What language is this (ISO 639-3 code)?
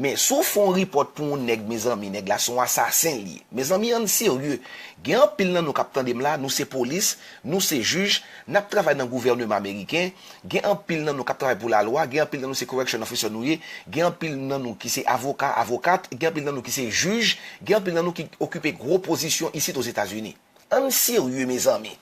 hat